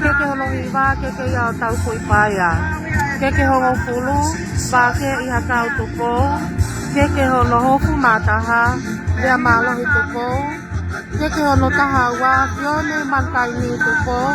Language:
Tongan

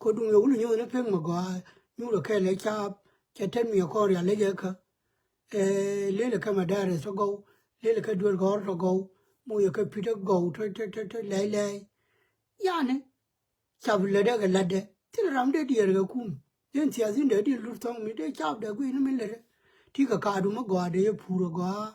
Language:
Nuer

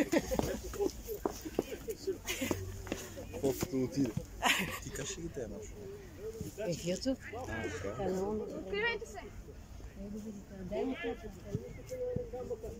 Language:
Bulgarian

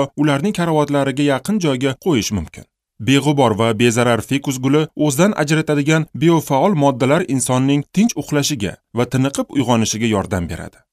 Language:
Uzbek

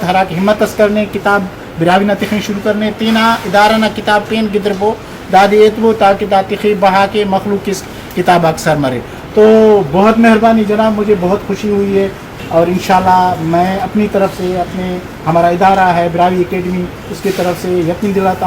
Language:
Brahui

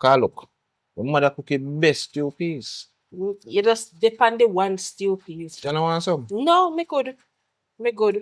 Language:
Jamaican Creole English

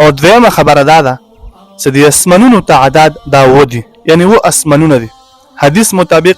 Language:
Pashto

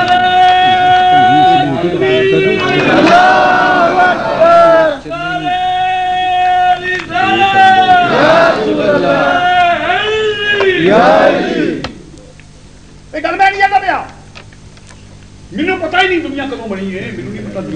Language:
Western Panjabi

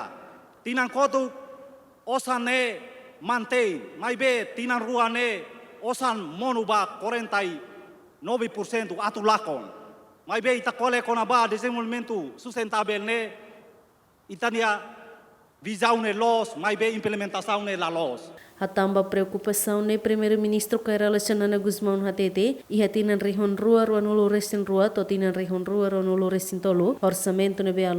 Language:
Tetum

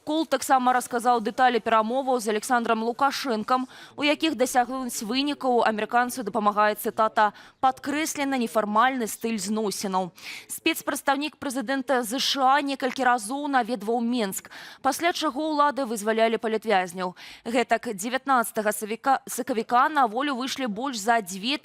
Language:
Belarusian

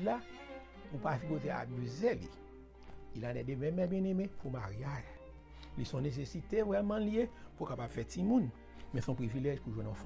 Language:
Haitian Creole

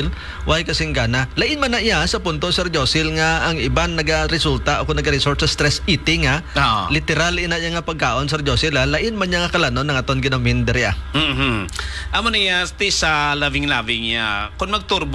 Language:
Hiligaynon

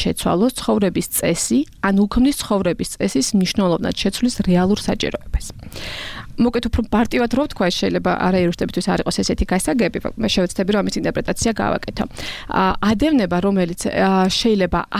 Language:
Georgian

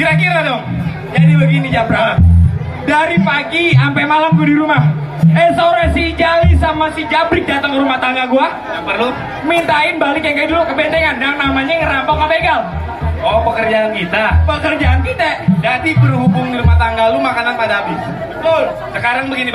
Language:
Betawi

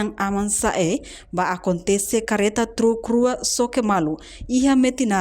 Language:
Tetum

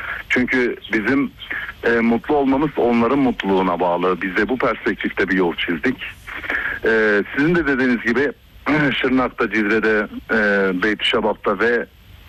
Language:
Turkish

